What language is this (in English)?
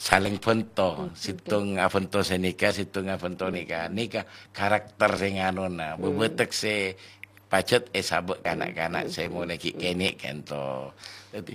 Madurese